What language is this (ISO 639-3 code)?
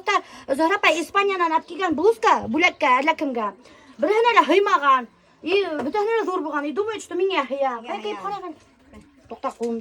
bak